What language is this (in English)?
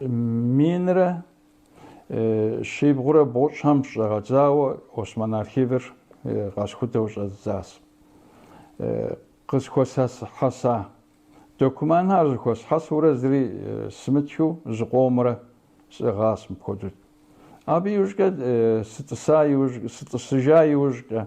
Kabardian